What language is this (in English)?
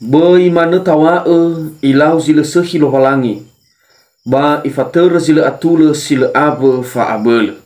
Nias